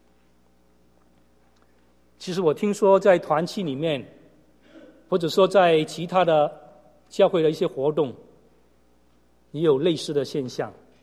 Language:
Chinese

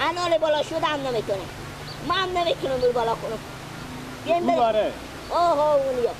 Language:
Persian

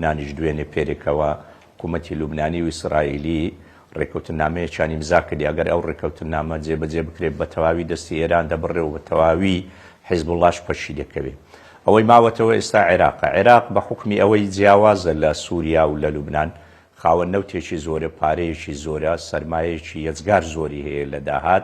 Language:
Central Kurdish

